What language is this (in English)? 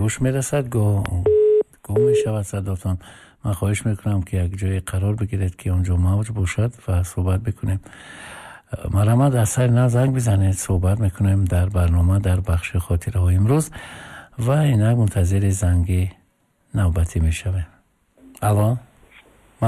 Tajik